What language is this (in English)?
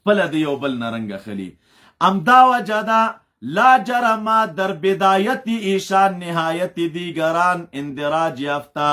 Pashto